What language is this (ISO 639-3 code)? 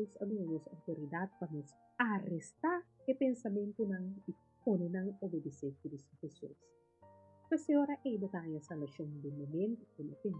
pap